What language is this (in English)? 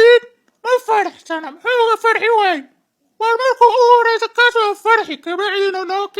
Somali